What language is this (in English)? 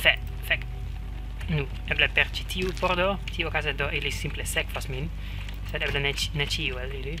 Esperanto